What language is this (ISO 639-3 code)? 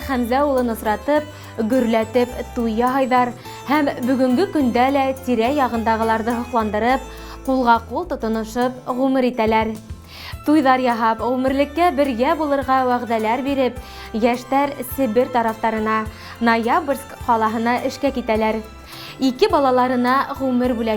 bak